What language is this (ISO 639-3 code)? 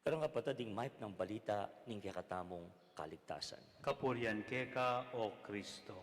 pam